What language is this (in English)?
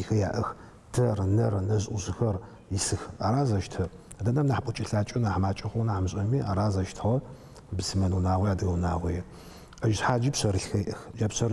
Adyghe